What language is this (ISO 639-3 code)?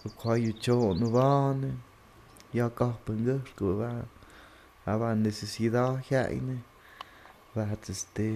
mto